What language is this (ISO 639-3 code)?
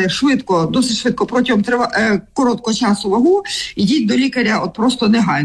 ukr